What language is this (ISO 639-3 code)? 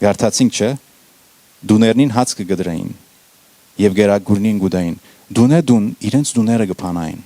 hyw